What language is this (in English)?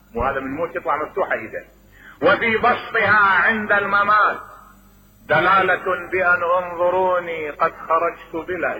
Mesopotamian Arabic